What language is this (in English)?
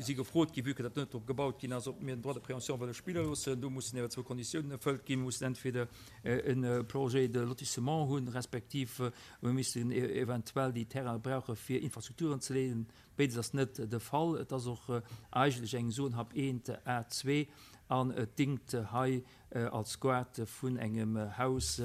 Luxembourgish